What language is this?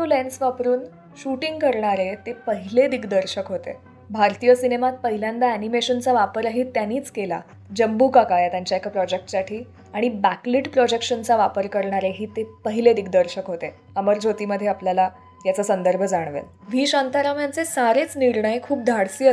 Marathi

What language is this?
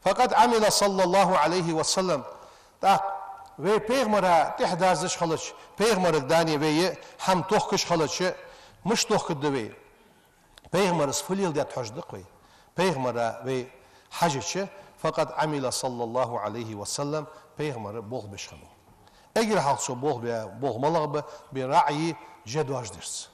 Ingush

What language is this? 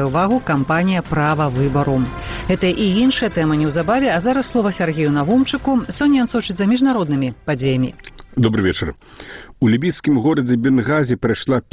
Belarusian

